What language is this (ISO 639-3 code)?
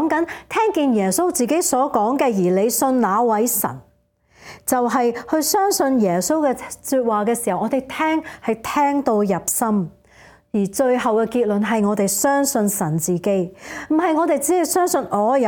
yue